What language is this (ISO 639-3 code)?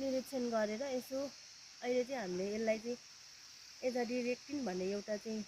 nep